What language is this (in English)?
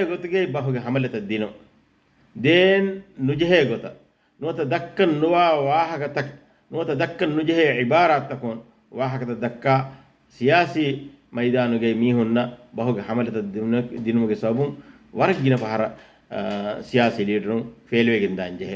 Divehi